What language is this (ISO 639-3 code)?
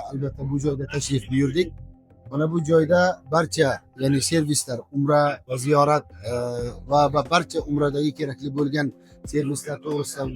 uzb